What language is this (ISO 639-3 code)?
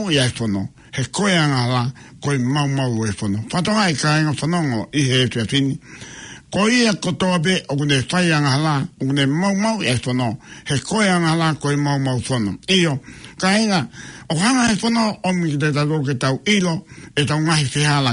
ton